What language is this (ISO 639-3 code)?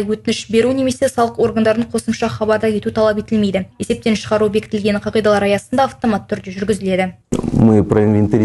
kaz